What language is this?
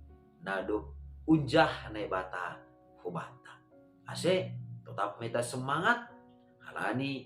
Batak Simalungun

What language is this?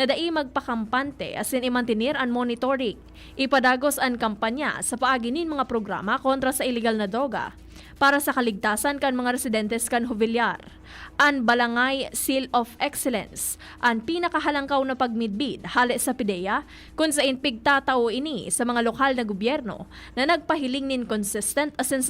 Bikol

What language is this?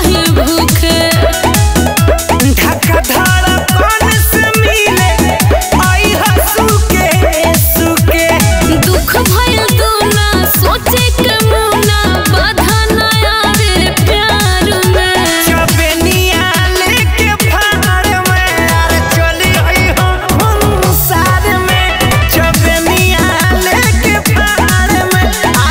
Bhojpuri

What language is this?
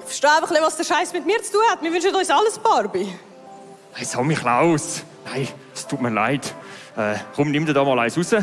Swiss German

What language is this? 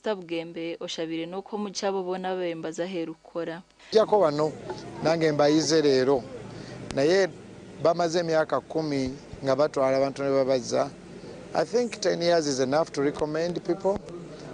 Nyankole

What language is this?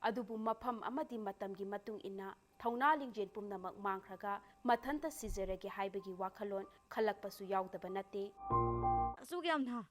Manipuri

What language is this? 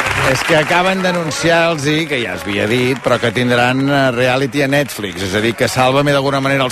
Catalan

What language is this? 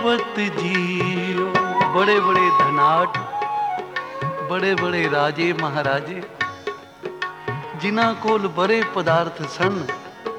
Punjabi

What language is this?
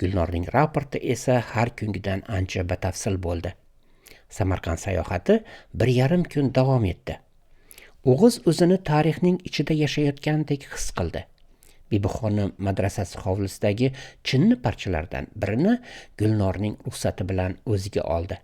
Uzbek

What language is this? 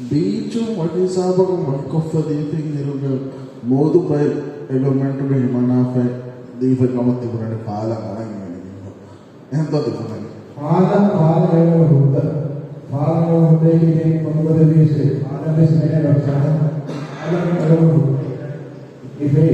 Divehi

